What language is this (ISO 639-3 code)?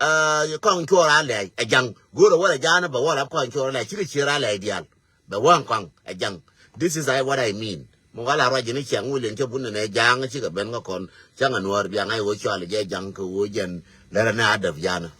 nus